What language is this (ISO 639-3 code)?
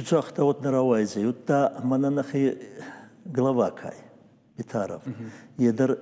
oss